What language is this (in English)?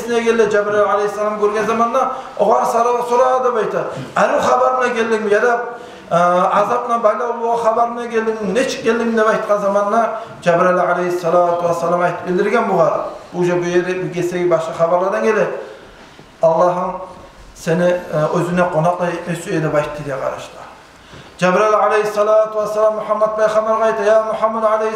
Kumyk